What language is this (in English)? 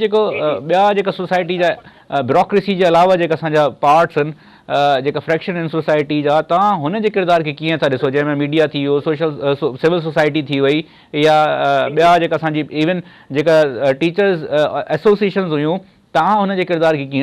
Sindhi